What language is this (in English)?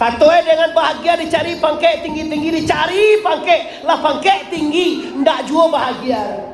Minangkabau